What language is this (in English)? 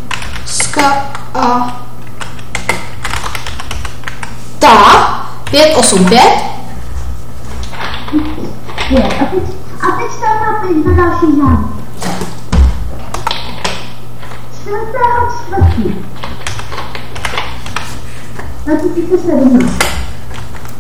Czech